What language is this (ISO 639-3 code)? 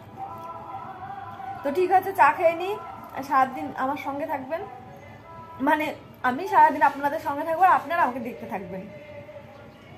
ben